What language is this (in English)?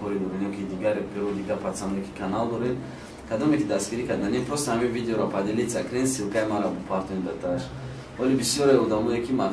Tajik